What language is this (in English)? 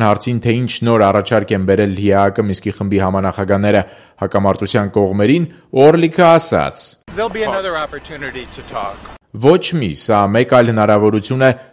Armenian